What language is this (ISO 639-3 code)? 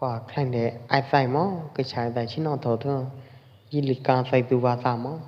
kjp